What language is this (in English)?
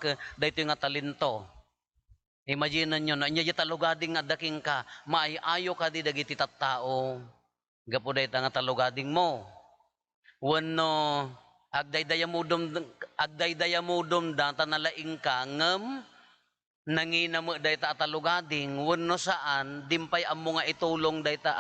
Iloko